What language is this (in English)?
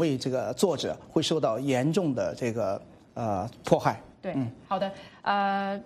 Chinese